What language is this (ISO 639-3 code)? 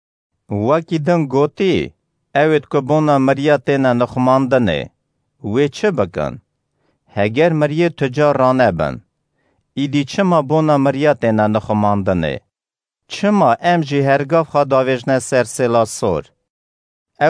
kur